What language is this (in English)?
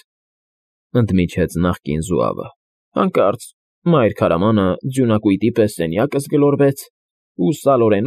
Armenian